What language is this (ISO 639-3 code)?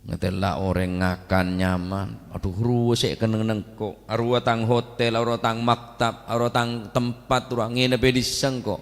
mad